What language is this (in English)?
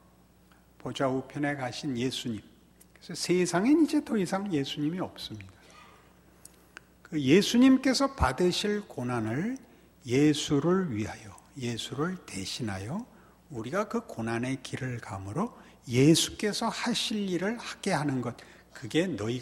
Korean